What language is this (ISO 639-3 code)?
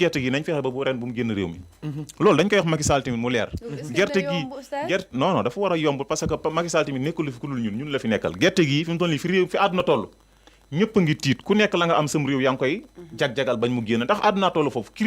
wol